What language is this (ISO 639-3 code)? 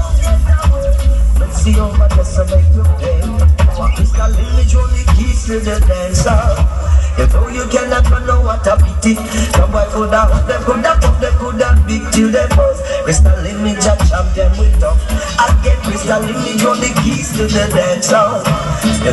jam